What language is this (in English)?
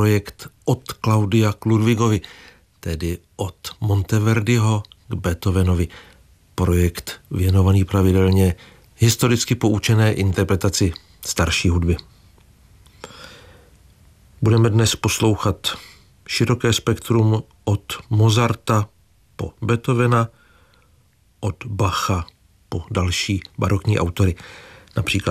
Czech